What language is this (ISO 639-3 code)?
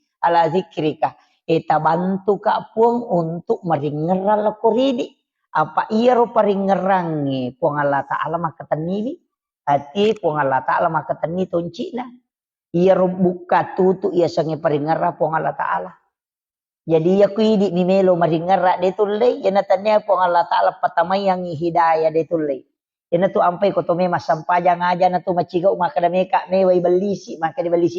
bug